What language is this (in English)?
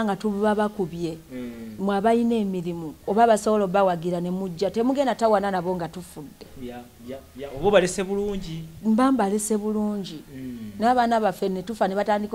Ganda